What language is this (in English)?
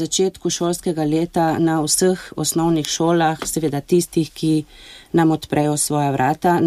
Slovenian